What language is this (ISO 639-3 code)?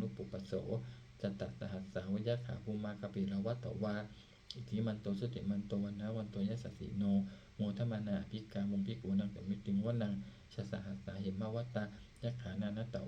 pli